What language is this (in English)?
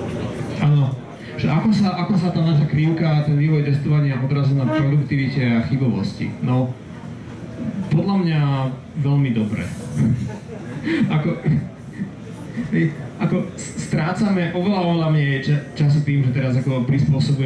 Slovak